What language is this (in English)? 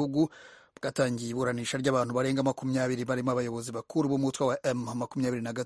Kinyarwanda